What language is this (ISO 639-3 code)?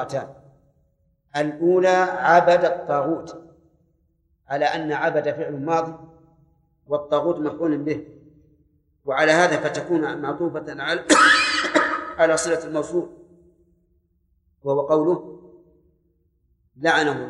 ara